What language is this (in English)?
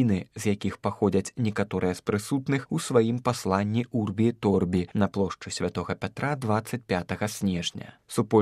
Belarusian